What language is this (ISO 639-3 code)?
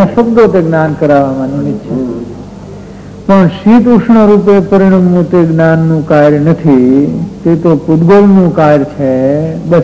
guj